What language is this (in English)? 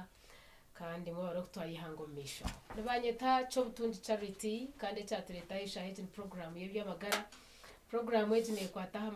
Nyankole